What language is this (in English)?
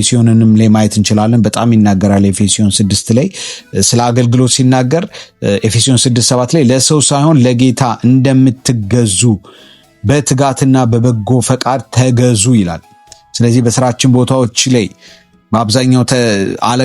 Amharic